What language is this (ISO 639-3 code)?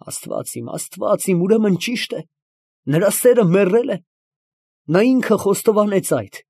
hye